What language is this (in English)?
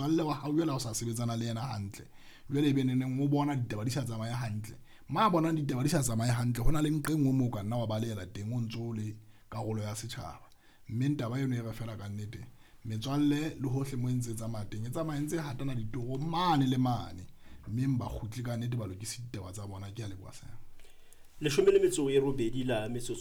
Southern Sotho